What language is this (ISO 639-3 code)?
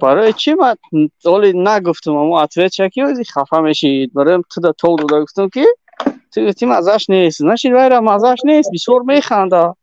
tgk